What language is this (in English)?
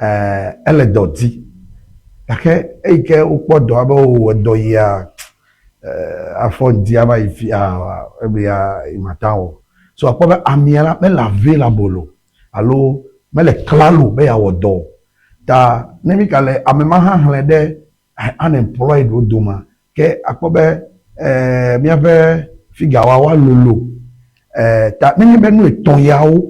Ewe